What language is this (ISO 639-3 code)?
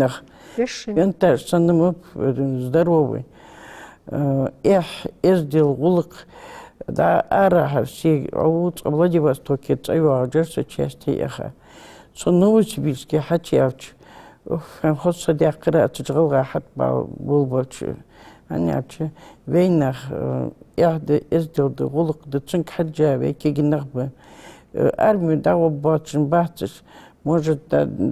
inh